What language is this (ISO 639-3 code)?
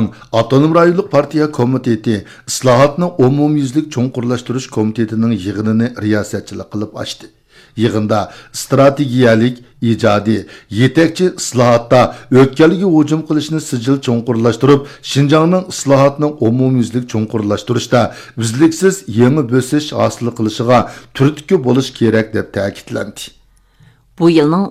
uig